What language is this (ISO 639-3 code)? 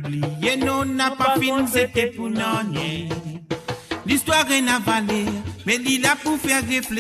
mfe